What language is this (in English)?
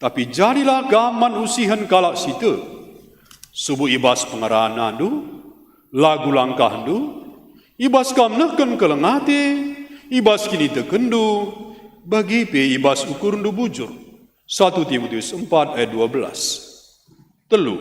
Batak Karo